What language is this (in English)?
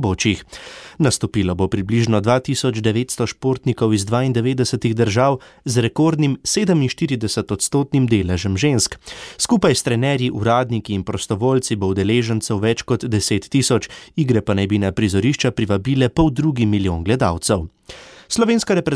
Slovenian